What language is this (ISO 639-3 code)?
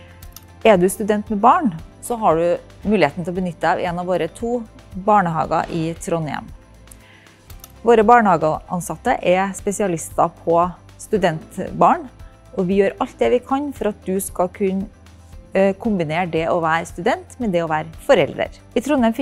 nor